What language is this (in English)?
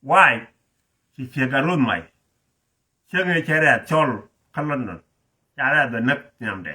Nuer